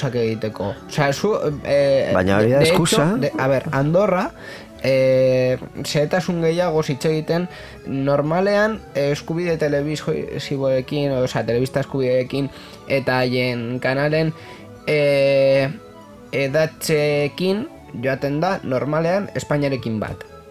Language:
Basque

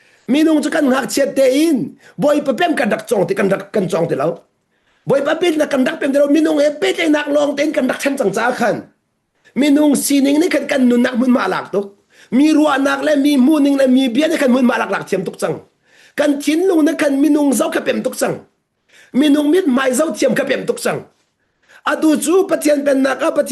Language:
Hakha Chin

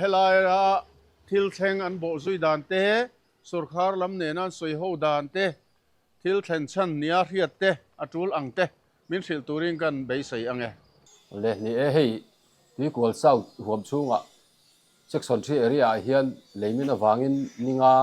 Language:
Mizo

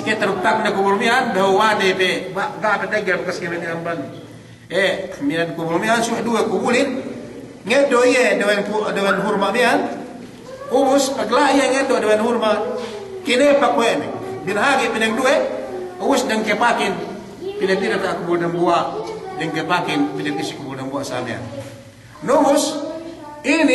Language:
Yakan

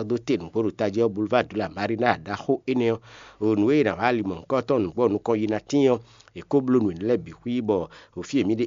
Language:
Fon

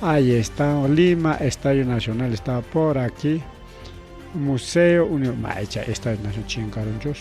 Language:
Ayacucho Quechua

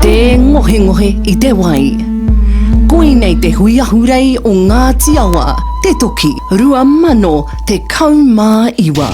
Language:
Māori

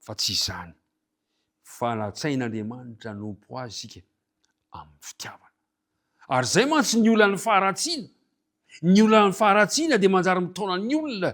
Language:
Malagasy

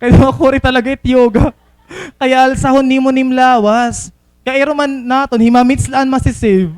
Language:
Waray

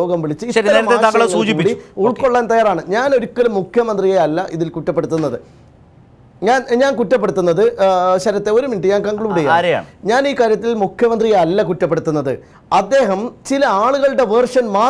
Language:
Malayalam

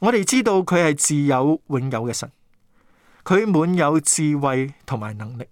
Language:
Cantonese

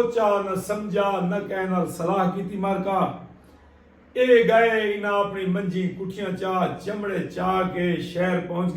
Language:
Saraiki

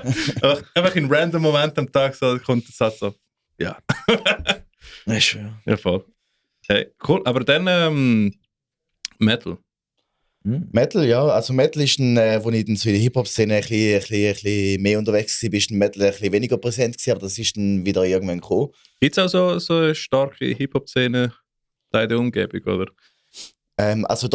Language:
Swiss German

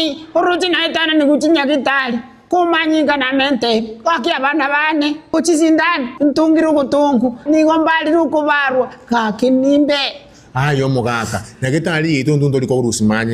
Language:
Gusii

